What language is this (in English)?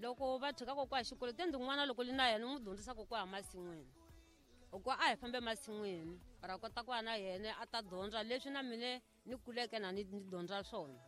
Tsonga